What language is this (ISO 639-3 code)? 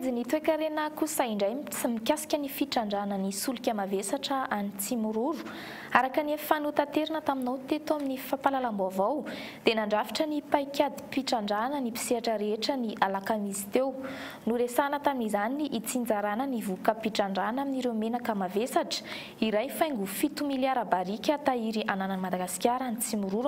mlg